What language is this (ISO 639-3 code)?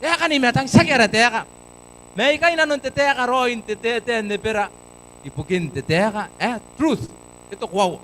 gil